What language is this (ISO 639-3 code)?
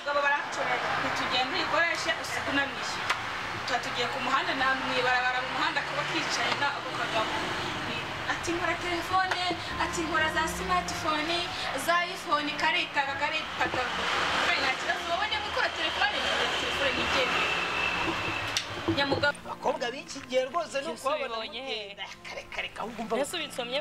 kin